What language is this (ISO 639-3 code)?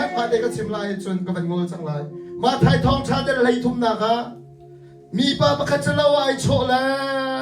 cnh